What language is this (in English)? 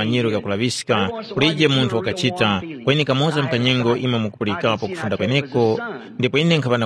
Tumbuka